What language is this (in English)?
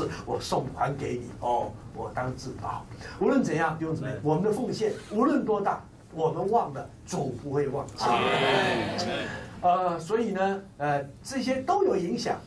Chinese